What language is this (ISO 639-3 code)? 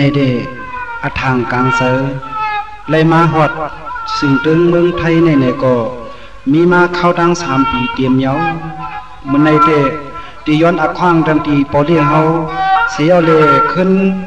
shn